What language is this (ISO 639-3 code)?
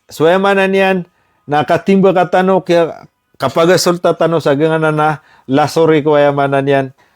mrw